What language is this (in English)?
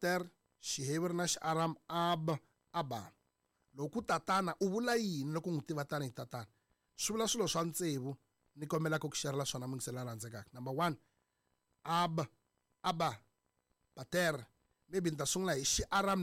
Tsonga